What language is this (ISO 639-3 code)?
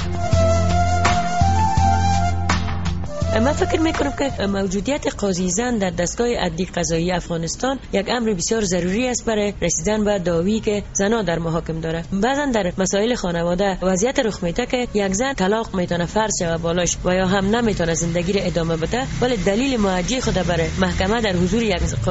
fas